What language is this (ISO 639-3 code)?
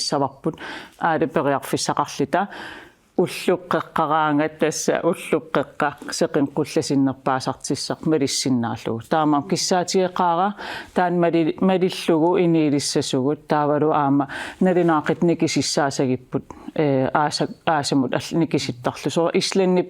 kal